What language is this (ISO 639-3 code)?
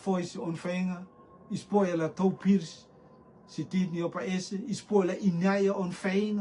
rtm